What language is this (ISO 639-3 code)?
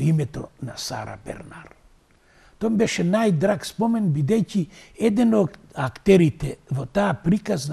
mkd